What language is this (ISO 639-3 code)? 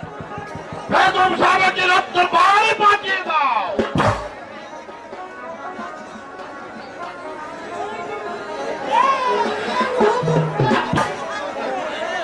ben